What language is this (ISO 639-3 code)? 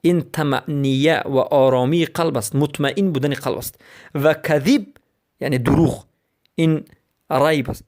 fas